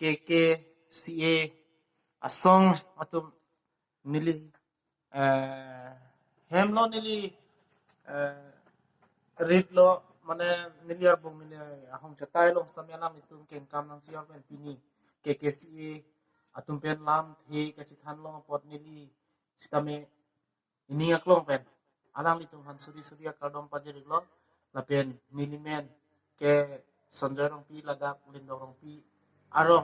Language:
Karbi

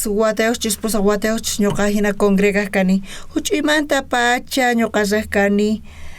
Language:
South Bolivian Quechua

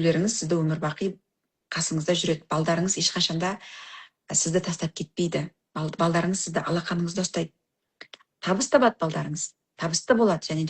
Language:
Kazakh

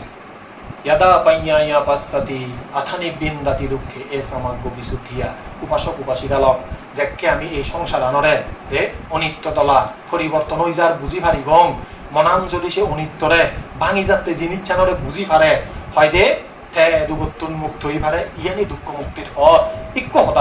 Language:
Chakma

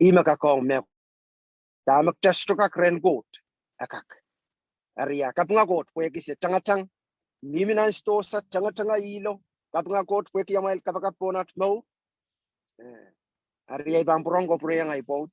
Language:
Pohnpeian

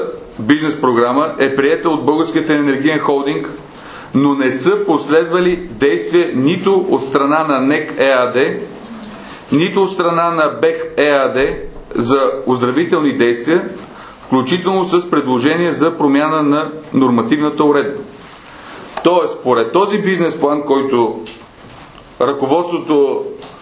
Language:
Bulgarian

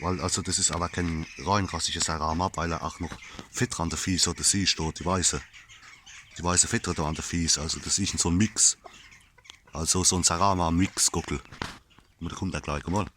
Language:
Palatine German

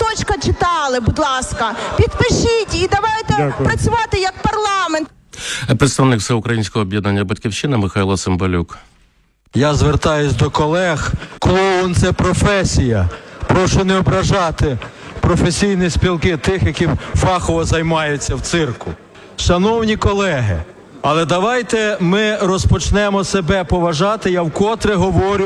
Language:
Ukrainian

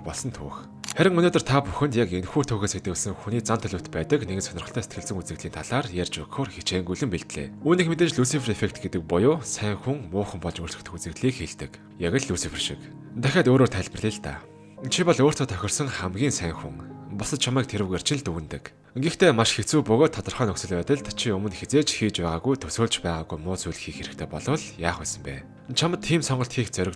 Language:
Mongolian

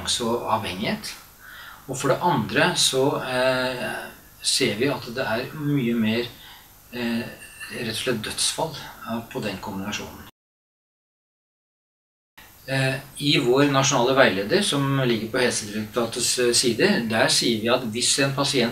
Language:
Norwegian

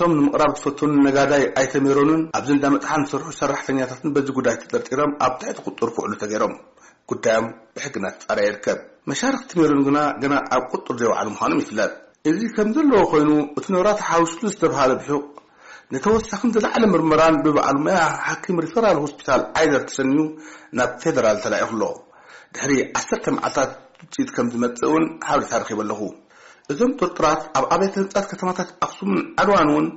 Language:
Tigrinya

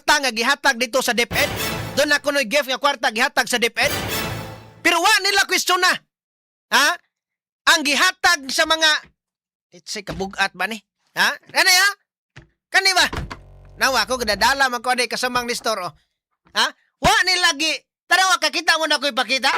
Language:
Cebuano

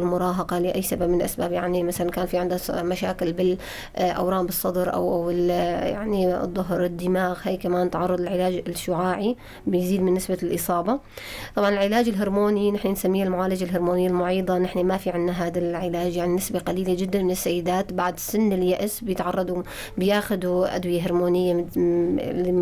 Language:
North Levantine Arabic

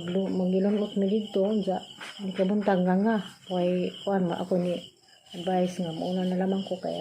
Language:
Cebuano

